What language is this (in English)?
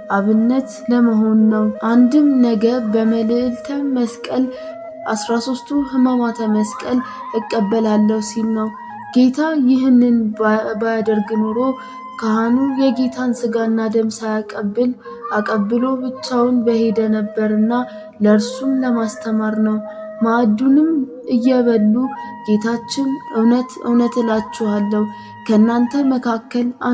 Amharic